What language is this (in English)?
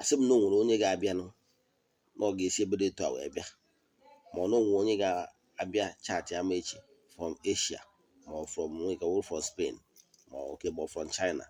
Igbo